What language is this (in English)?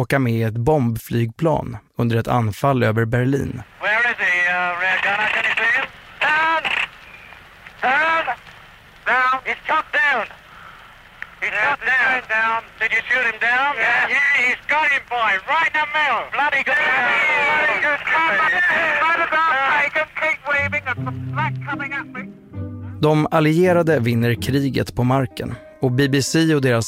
Swedish